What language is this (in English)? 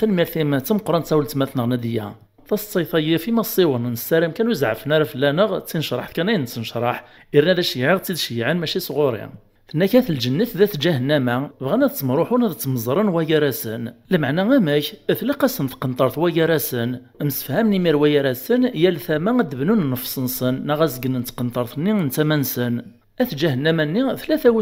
Kabyle